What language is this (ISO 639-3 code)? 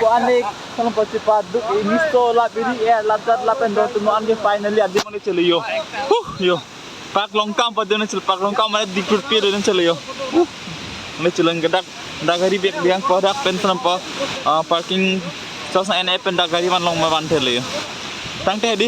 mjw